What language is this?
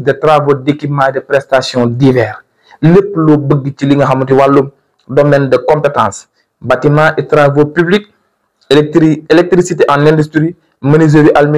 Wolof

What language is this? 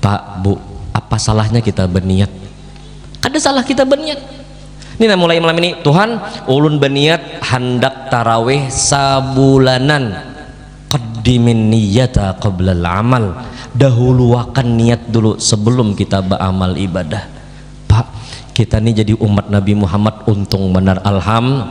Banjar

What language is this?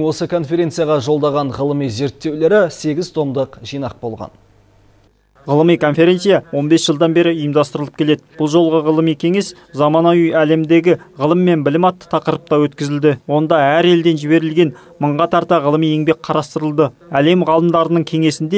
Kazakh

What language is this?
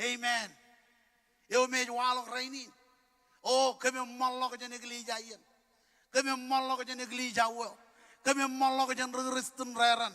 Marshallese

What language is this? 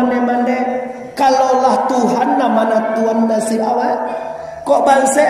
Minangkabau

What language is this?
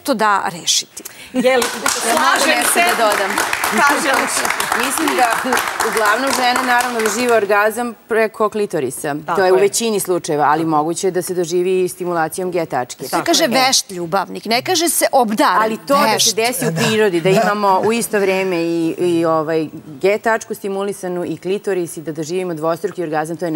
Serbian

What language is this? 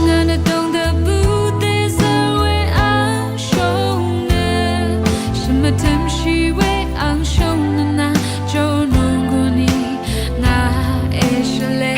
Rawang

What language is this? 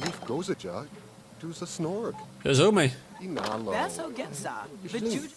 Bavarian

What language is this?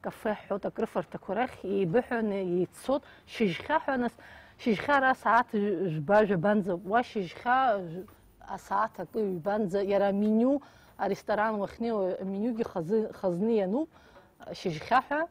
Abkhazian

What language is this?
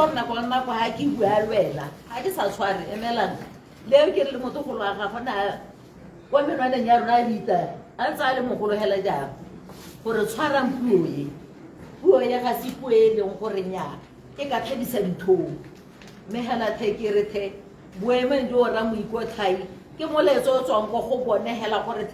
Tswana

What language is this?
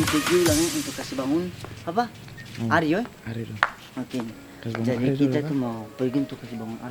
Ambonese Malay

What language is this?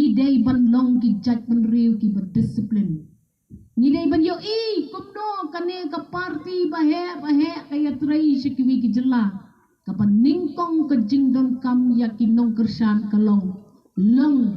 Khasi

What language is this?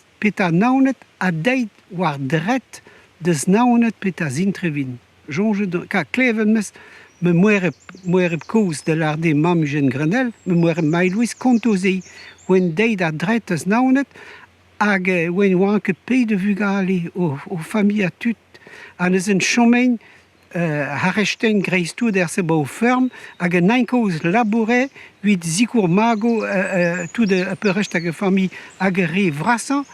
Breton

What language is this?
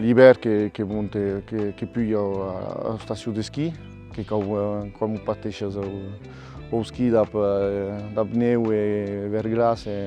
Occitan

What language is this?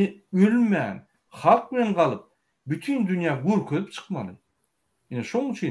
Turkmen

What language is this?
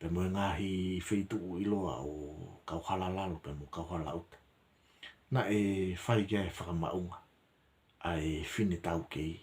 Tongan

